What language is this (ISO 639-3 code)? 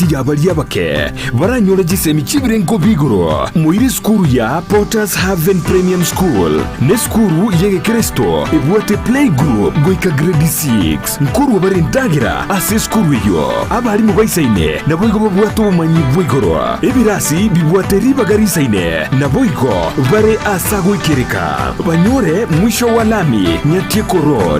guz